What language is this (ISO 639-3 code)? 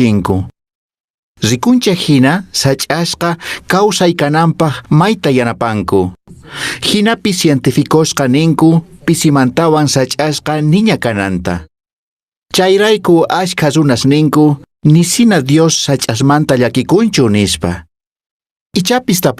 que